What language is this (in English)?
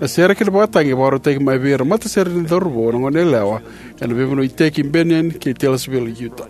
Fijian